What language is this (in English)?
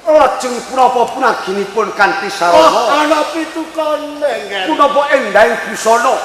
Javanese